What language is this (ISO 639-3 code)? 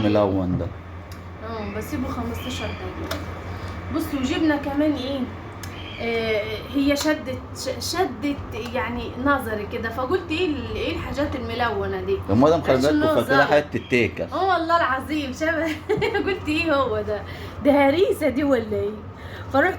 arz